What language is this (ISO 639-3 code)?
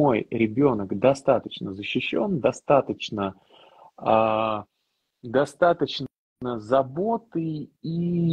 rus